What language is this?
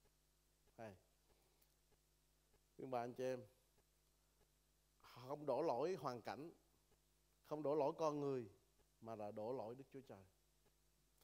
Vietnamese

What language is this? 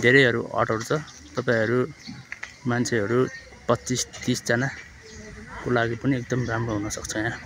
Nepali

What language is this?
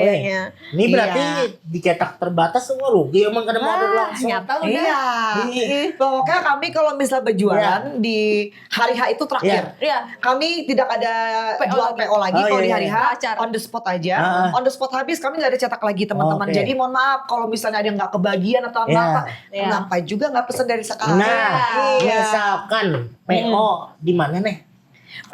Banjar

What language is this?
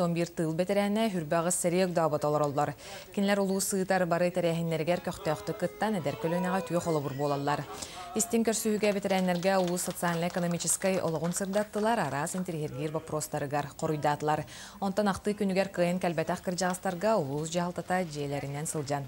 Yakut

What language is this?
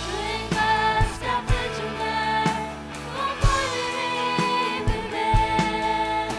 Faroese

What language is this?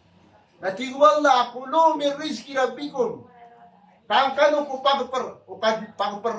Maranao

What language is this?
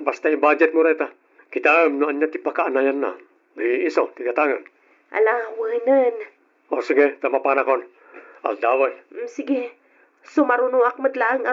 Iloko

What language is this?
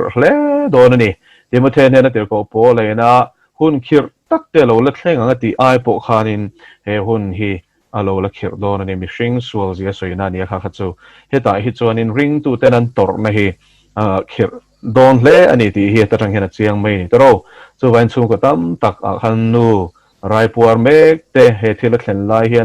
Mizo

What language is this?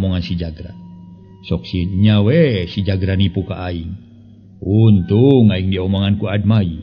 Sundanese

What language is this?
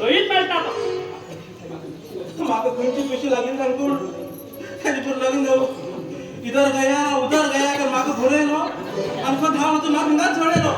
Konkani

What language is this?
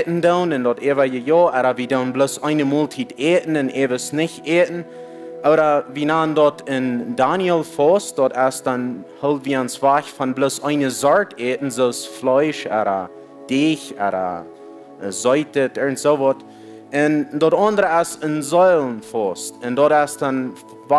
Plautdietsch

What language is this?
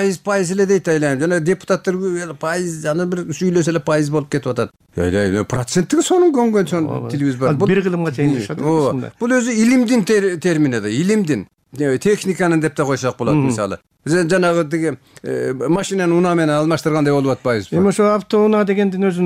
Kyrgyz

